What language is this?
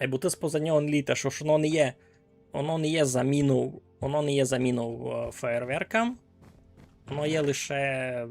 Rusyn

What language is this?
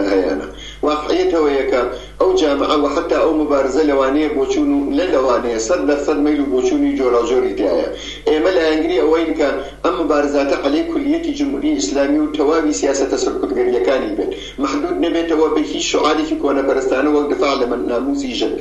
Central Kurdish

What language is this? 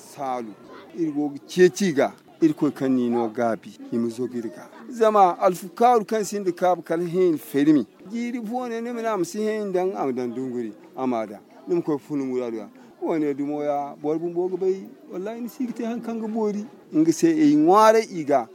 Zarma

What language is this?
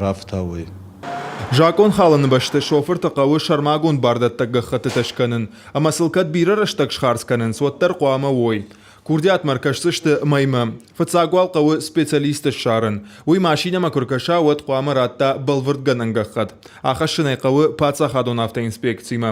Ossetic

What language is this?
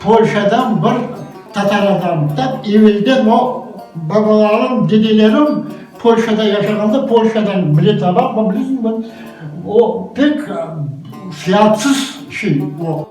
Crimean Tatar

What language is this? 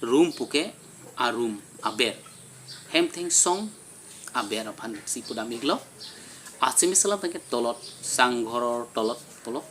Karbi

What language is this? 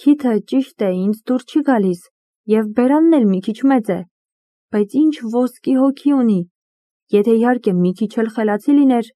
Armenian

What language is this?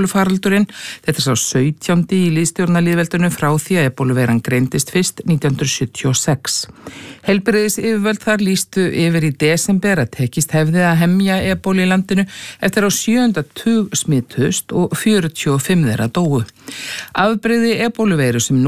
Icelandic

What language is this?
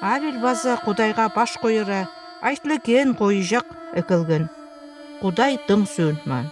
Northern Altai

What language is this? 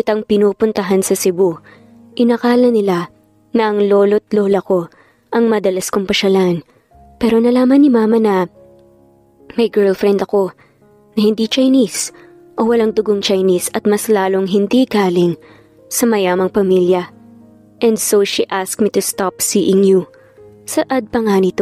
Filipino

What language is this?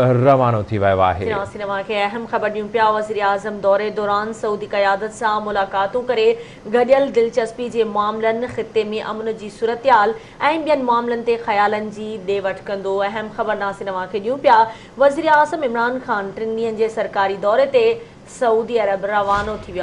Sindhi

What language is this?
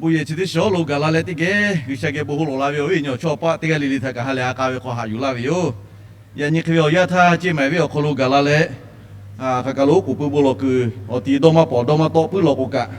Lahu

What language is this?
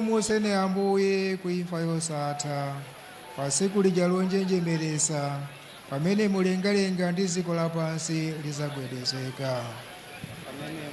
Nyanja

